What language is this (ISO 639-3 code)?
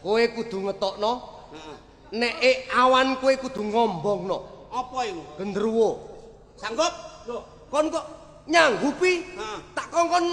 jav